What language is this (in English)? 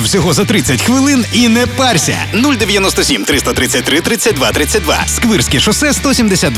Ukrainian